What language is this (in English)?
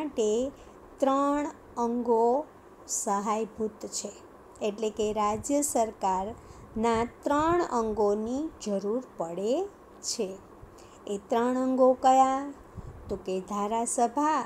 Gujarati